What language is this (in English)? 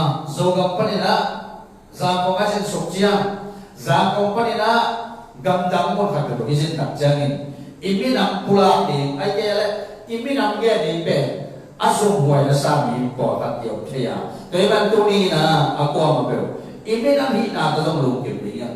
Tedim Chin